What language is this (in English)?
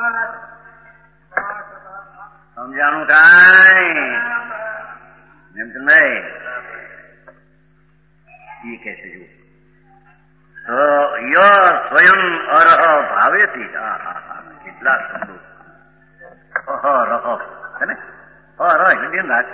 Gujarati